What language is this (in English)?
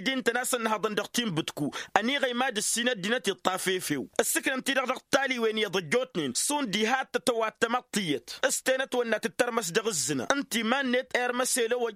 Tamasheq